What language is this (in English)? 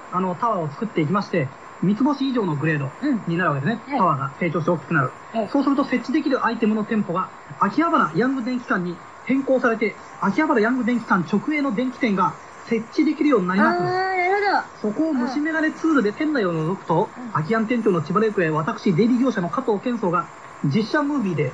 Japanese